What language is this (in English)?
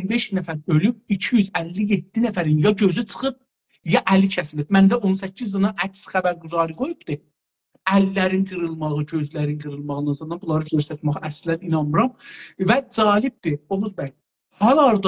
South Azerbaijani